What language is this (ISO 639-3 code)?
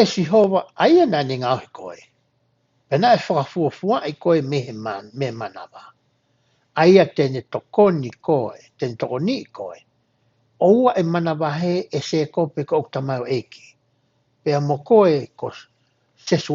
ton